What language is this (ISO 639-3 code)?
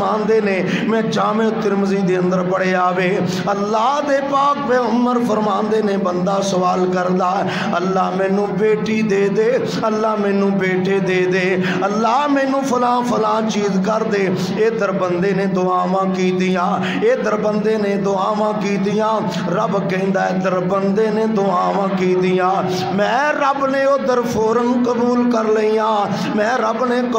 lah